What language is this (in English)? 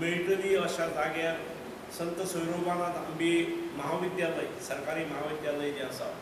Konkani